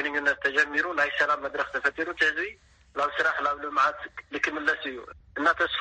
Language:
Tigrinya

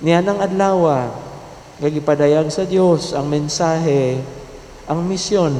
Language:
Cebuano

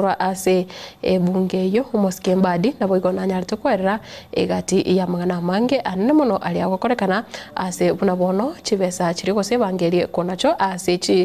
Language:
Gusii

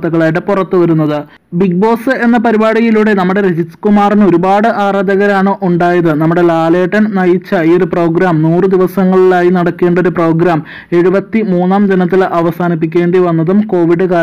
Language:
Malayalam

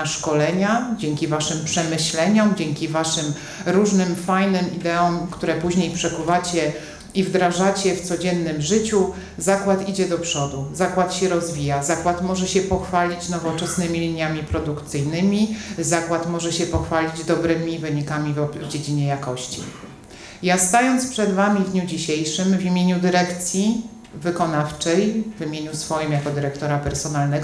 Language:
Polish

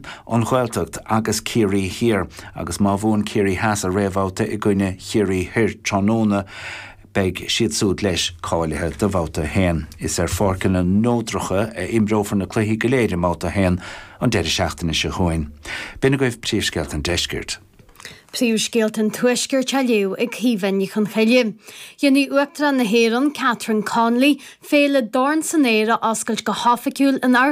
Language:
Irish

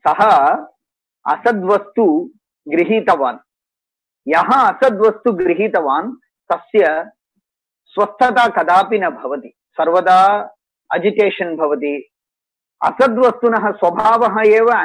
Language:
Sanskrit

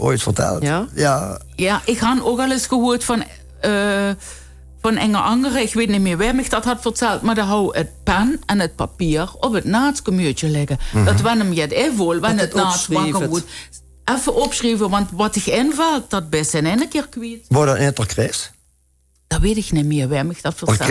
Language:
Limburgish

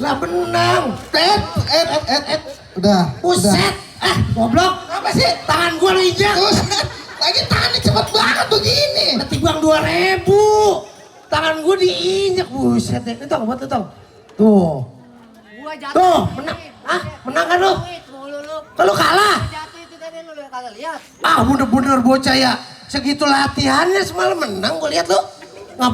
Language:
Betawi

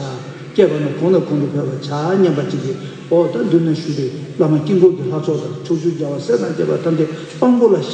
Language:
Tibetan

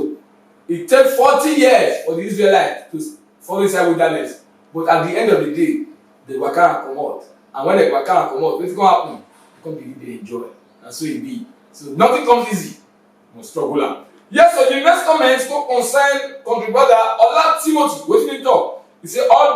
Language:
Nigerian Pidgin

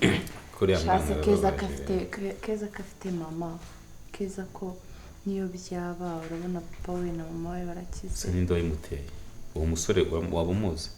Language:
Kinyarwanda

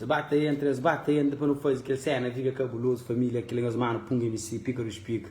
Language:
Kabuverdianu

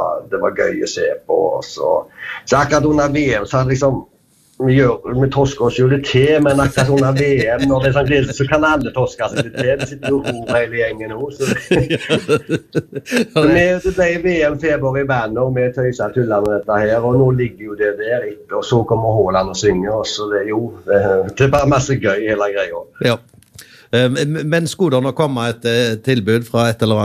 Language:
Norwegian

